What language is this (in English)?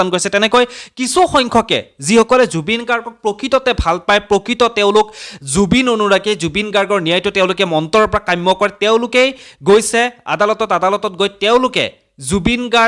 Assamese